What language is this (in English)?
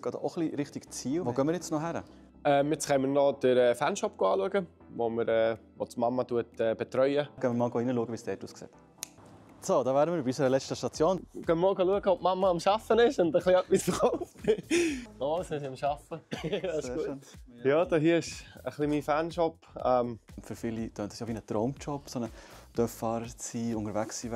Swiss German